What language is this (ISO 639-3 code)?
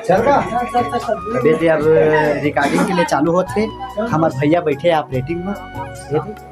hne